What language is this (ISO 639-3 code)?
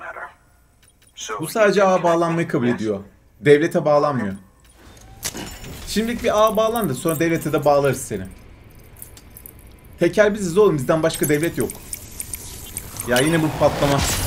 tur